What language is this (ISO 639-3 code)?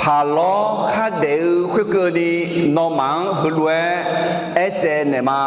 ahk